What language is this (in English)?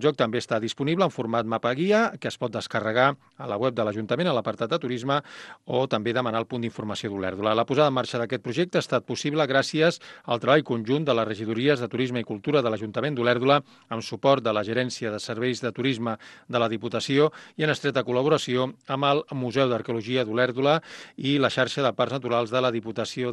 Catalan